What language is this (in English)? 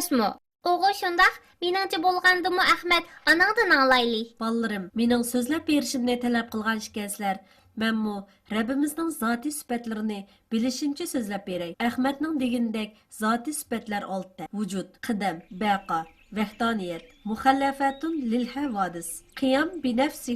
Uyghur